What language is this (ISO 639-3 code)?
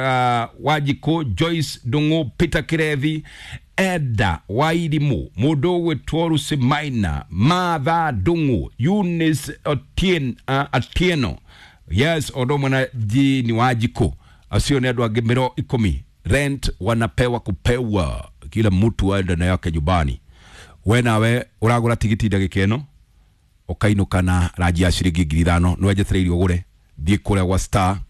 kik